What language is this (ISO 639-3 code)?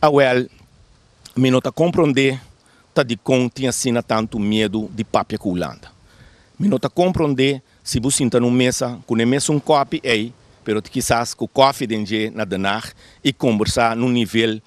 pap